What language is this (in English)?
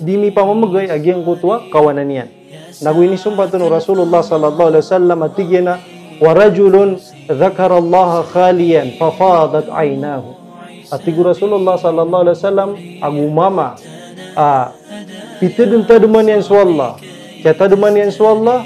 Maranao